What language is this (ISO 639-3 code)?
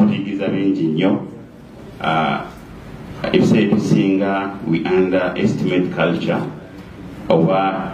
xog